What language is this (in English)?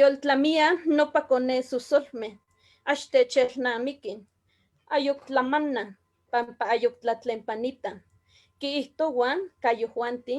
Eastern Huasteca Nahuatl